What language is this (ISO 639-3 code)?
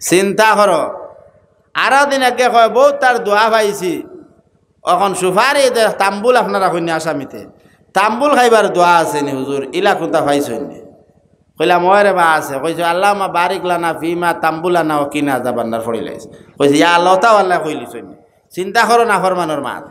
syl